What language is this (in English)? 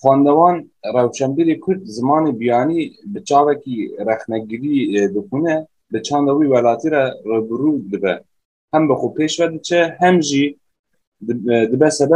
Kurdish